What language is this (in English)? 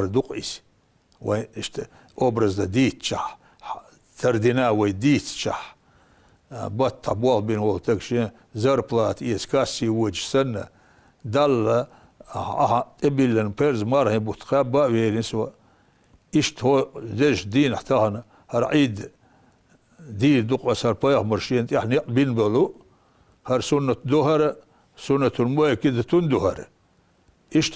Chechen